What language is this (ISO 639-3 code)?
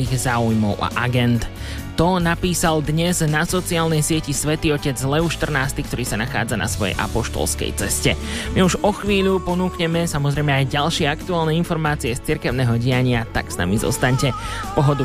slk